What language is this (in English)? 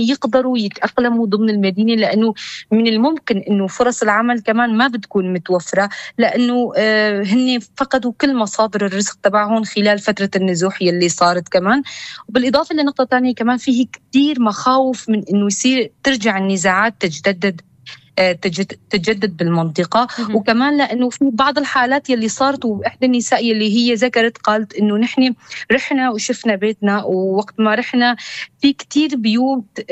North Levantine Arabic